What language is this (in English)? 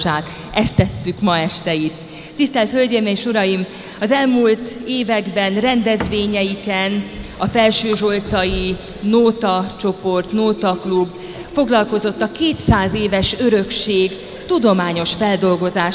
Hungarian